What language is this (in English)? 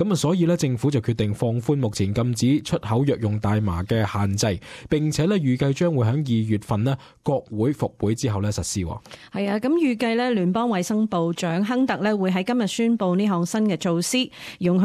Cantonese